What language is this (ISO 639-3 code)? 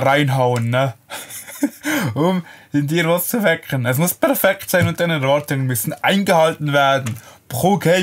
gsw